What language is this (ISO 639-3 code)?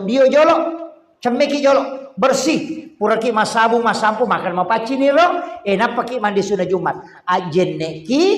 bug